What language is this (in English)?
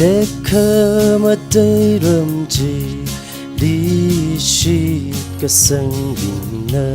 Tangkhul Naga (India)